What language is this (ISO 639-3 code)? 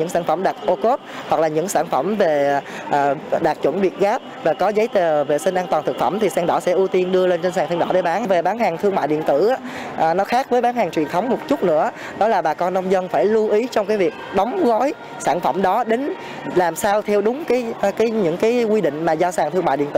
vie